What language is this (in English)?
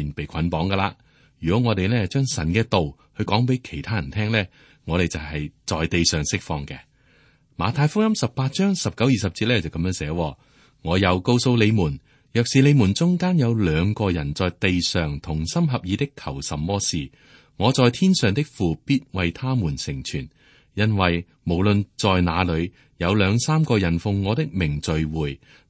Cantonese